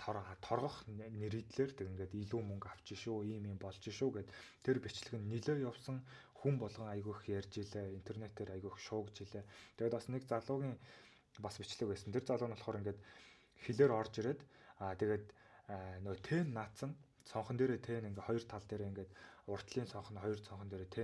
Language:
Mongolian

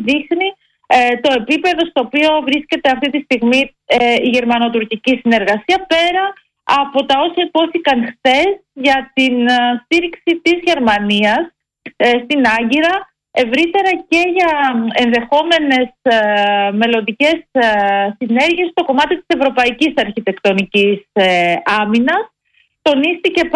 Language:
Greek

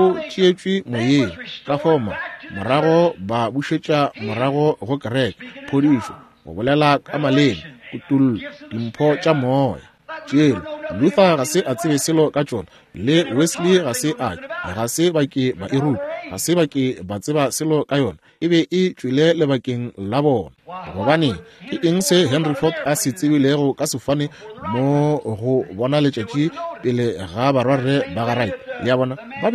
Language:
Northern Sotho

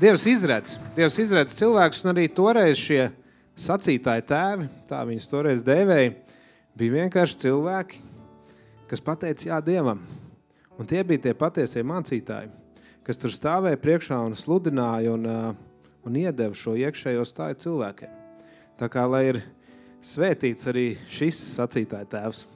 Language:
Latvian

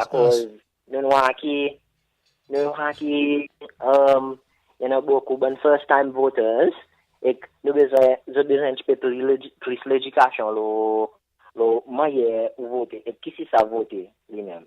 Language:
Seselwa Creole French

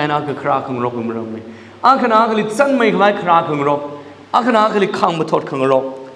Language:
Tangkhul Naga (India)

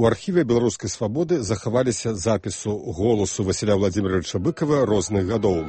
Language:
Belarusian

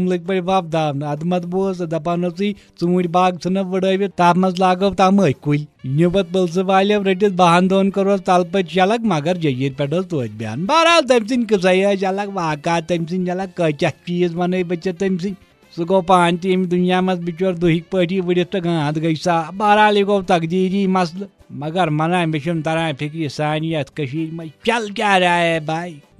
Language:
Kashmiri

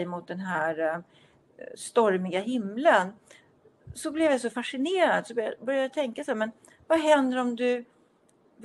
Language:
Swedish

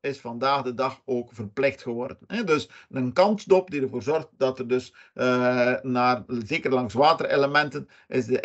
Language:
Dutch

